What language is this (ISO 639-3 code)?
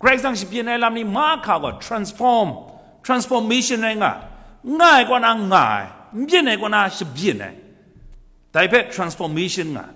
kac